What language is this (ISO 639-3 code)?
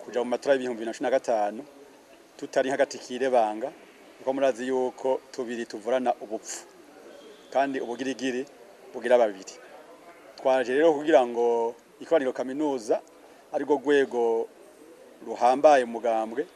run